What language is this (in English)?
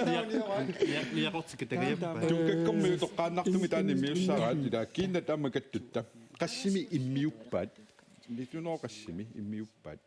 Kalaallisut